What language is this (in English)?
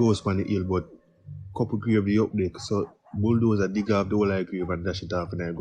Jamaican Creole English